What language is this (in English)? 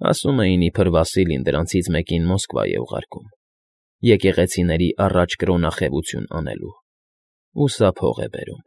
Armenian